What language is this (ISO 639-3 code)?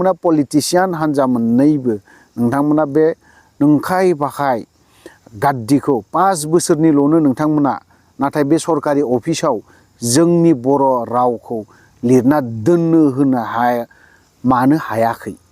brx